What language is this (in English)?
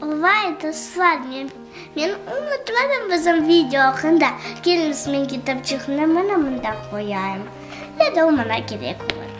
Crimean Tatar